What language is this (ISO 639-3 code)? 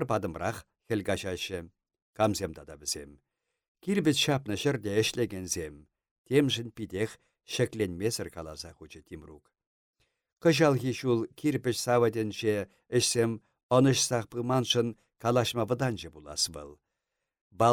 chv